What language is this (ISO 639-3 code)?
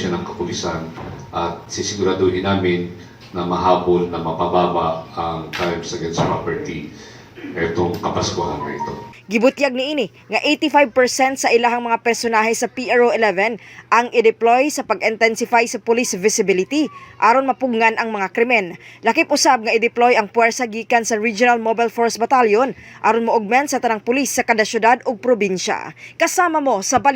ceb